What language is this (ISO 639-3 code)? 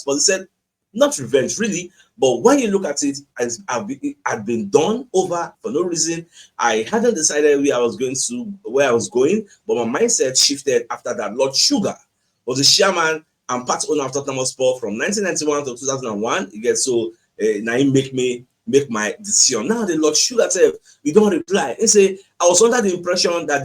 pcm